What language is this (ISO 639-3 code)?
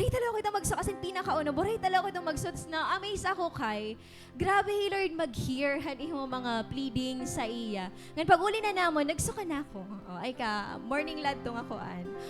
war